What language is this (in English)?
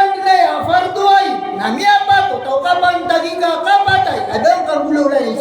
Maranao